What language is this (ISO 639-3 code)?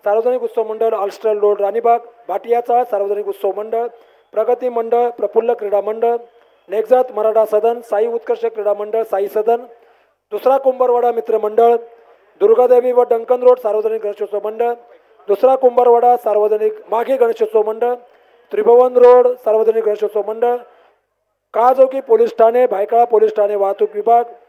mar